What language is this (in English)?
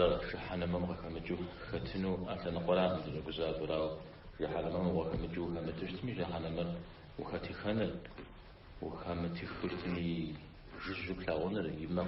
Kabardian